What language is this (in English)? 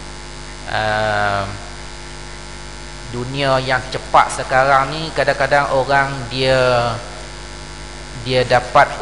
Malay